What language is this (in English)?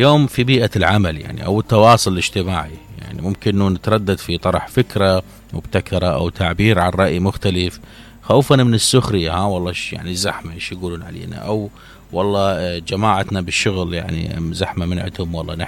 Mesopotamian Arabic